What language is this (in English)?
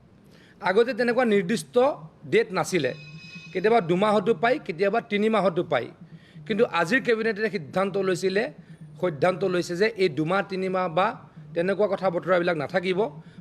Assamese